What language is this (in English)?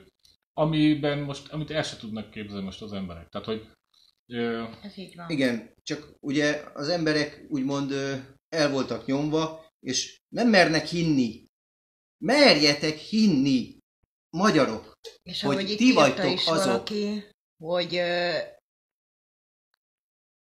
Hungarian